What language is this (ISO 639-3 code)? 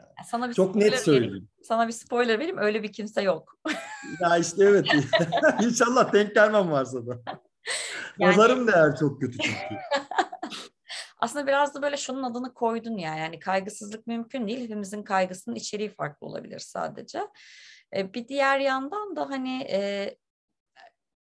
tur